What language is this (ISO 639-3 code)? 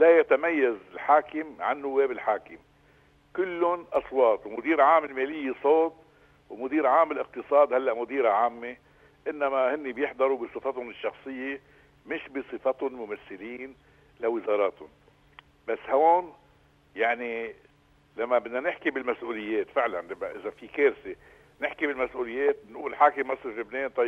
apc